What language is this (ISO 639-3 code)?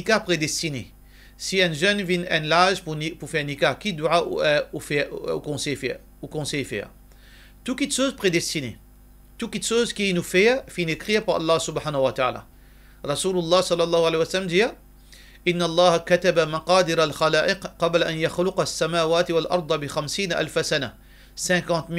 mfe